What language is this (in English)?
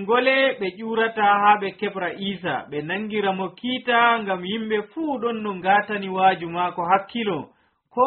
Nigerian Fulfulde